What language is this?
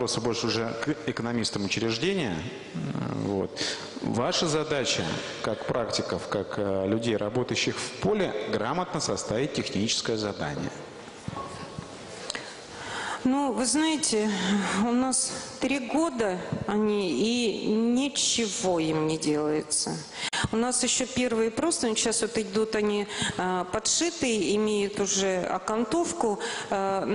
Russian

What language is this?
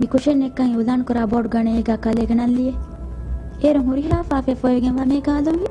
Divehi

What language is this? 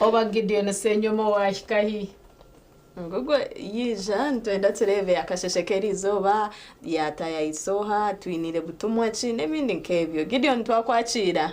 Nyankole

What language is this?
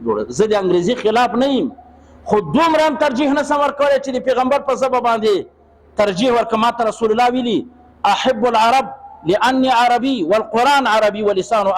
Pashto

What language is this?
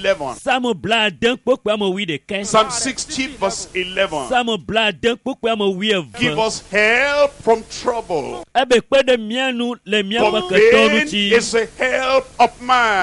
Ewe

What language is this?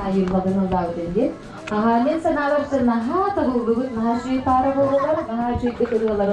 Yakut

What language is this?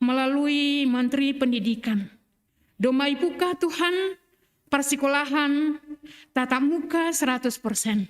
Batak Simalungun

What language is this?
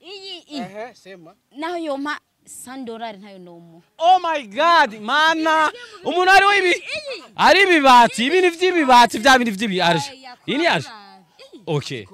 Rundi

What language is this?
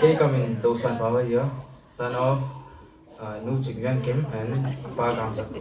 Tedim Chin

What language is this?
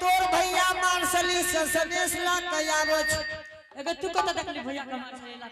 Angika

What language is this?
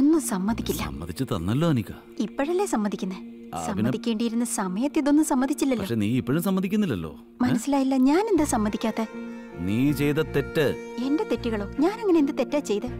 Malayalam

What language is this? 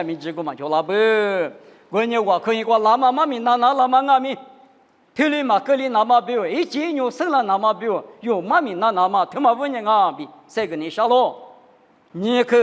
Lisu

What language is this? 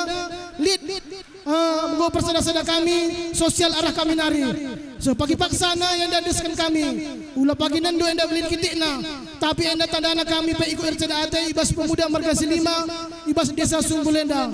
Batak Karo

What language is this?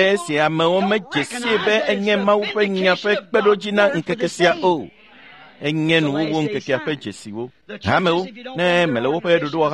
Ewe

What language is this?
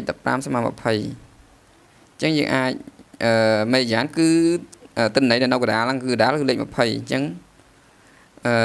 Khmer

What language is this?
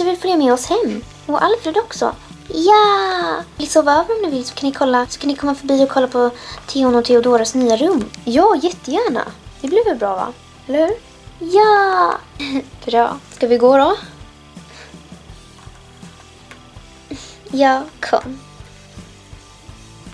Swedish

